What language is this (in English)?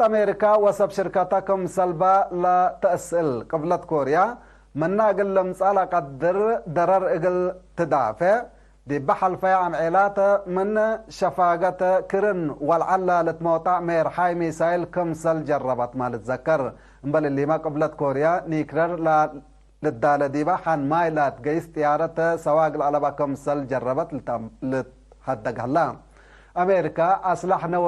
Tigre